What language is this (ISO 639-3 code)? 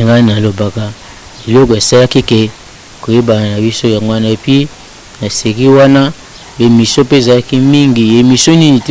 lin